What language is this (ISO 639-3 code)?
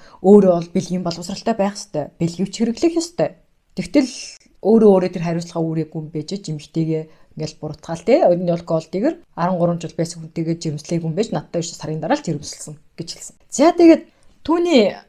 mon